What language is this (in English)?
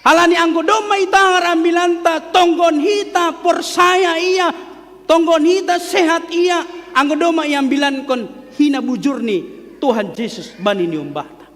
Batak Simalungun